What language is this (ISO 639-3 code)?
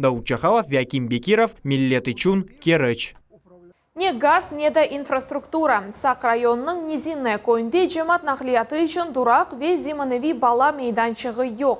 crh